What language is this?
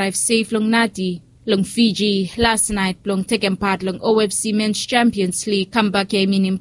Bislama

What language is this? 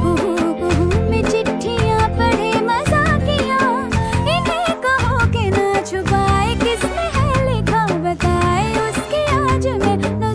Hindi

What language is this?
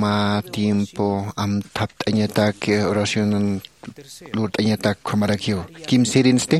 Aymara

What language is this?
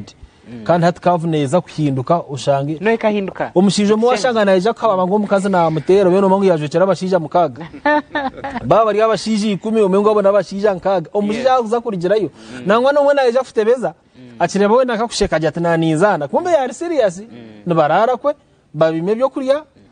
Nyankole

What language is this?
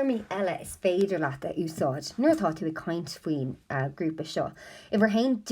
Irish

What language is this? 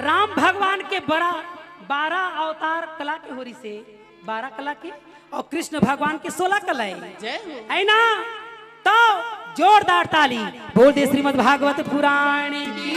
Chhattisgarhi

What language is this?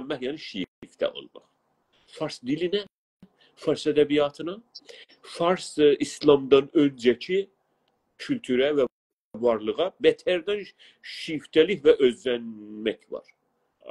South Azerbaijani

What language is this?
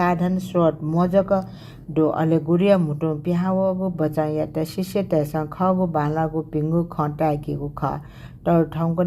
Newari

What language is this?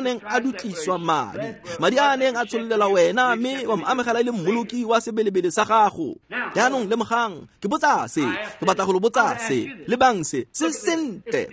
Tswana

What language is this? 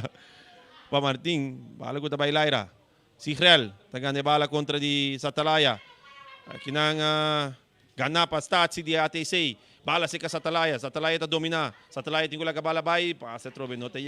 Papiamento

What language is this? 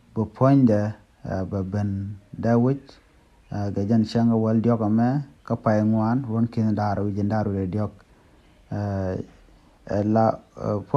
Nuer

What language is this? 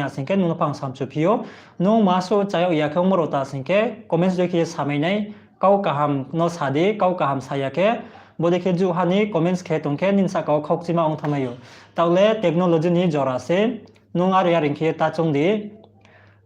Riang (India)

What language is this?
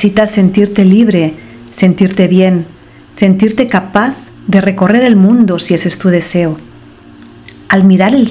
Spanish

